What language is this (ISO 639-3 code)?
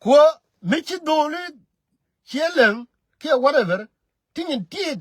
nus